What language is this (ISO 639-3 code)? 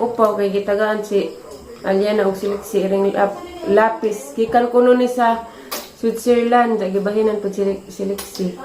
ceb